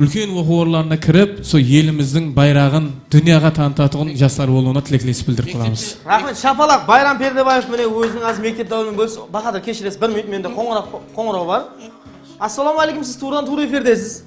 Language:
Kara-Kalpak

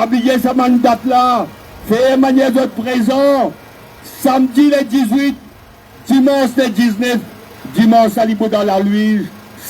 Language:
Morisyen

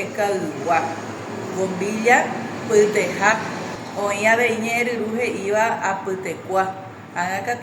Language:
Guarani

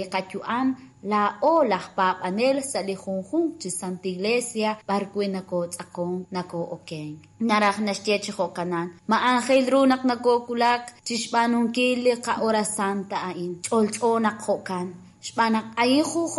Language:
Kekchí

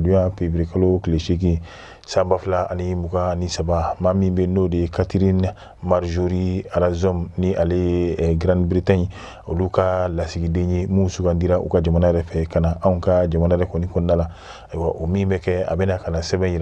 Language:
Bambara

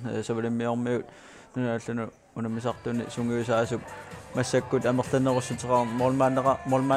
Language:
Kalaallisut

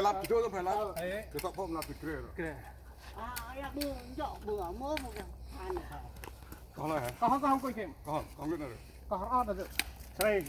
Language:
Central Mnong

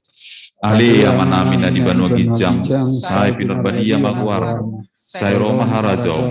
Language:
Batak Toba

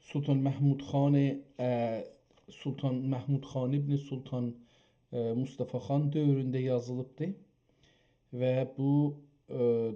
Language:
South Azerbaijani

